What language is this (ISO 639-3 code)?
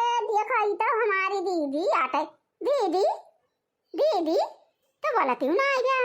awa